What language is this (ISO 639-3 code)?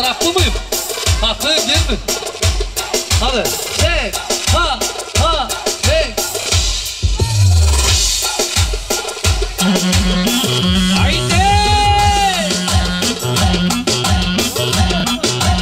tur